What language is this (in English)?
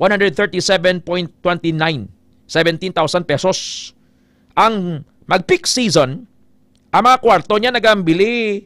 Hiligaynon